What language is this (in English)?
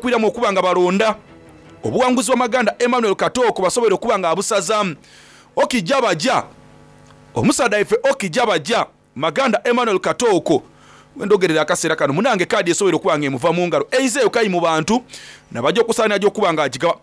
Soga